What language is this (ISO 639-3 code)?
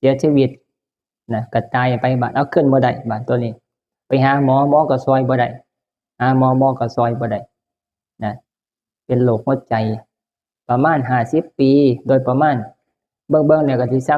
tts